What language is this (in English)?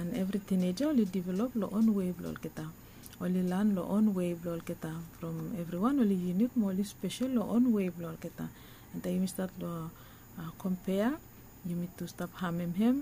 Bislama